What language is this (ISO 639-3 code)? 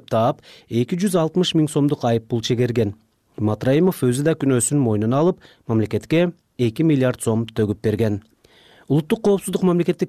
kir